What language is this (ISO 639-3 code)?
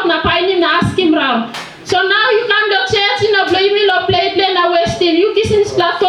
tpi